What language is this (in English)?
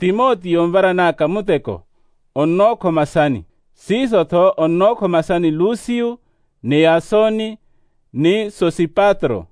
Makhuwa